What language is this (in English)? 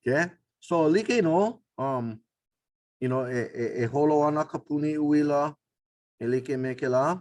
Hawaiian